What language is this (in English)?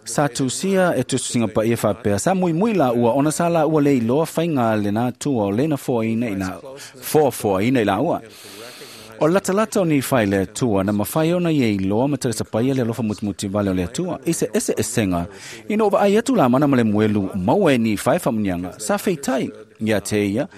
Samoan